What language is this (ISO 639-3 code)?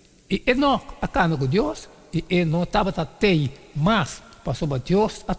pap